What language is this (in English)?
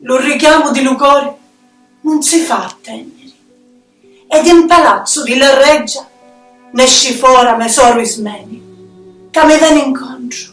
Sicilian